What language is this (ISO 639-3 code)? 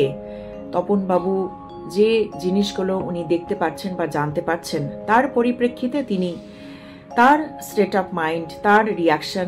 ben